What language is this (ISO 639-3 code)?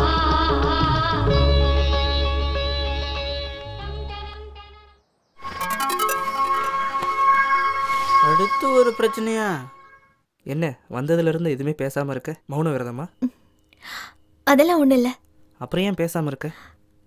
tam